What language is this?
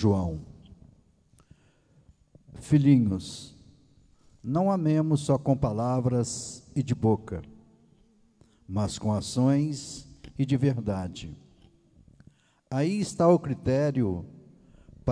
Portuguese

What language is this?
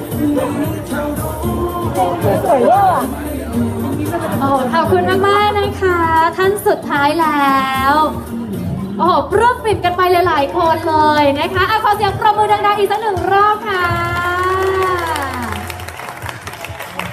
Thai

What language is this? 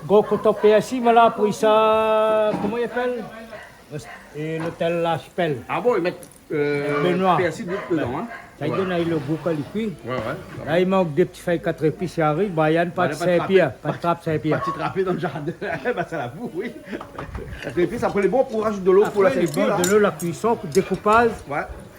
Réunion Creole French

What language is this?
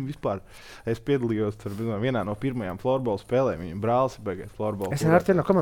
Latvian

